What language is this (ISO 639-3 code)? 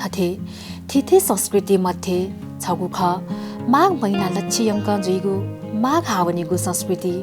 new